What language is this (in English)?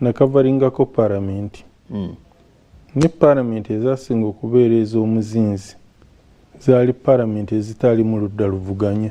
Ganda